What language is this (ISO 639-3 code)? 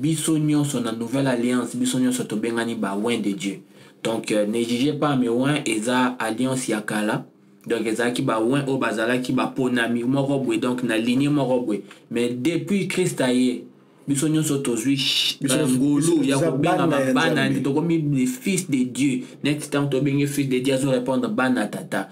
lin